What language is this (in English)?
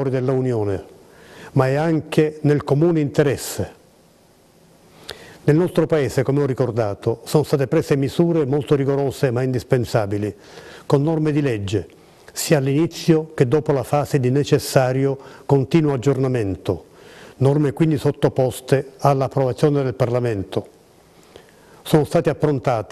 Italian